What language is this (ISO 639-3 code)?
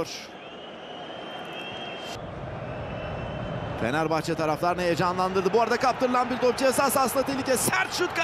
tur